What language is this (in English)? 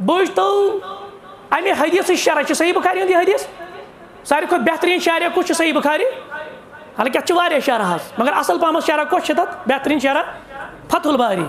Kashmiri